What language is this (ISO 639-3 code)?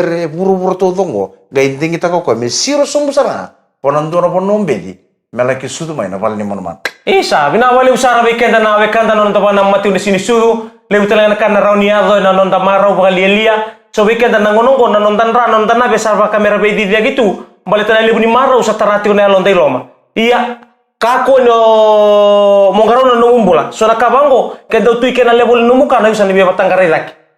fij